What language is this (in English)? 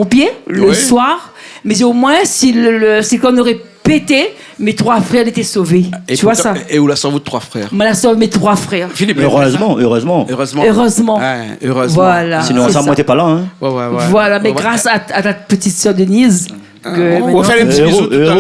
Réunion Creole French